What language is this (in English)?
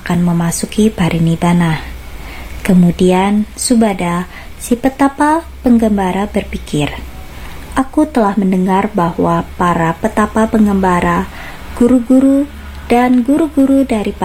Indonesian